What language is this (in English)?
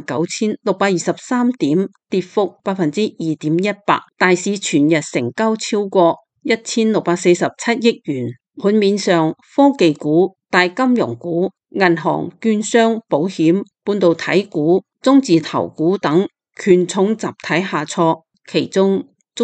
Cantonese